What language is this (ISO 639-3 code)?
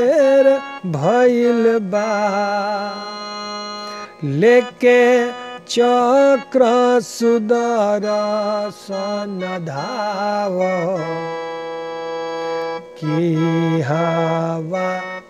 bho